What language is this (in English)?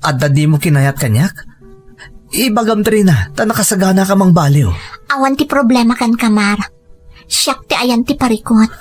Iloko